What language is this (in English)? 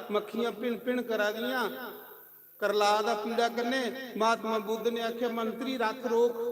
Dogri